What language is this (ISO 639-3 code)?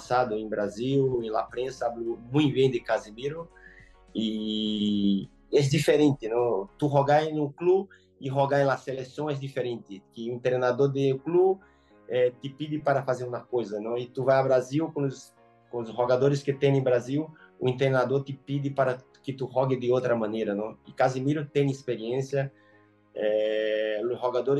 por